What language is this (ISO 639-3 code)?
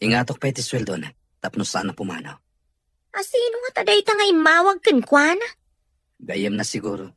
ilo